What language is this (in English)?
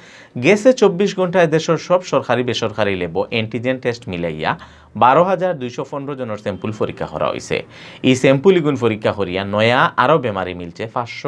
Sylheti